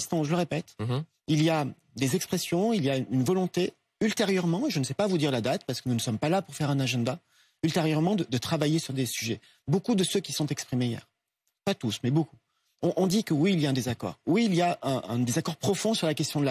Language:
French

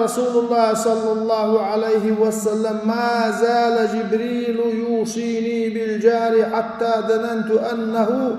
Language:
Chechen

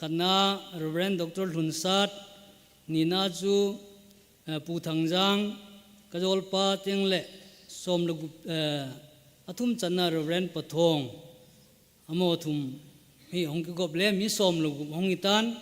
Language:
Thado Chin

